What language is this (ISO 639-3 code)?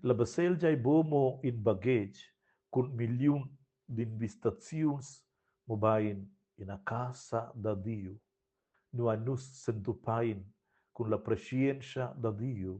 roh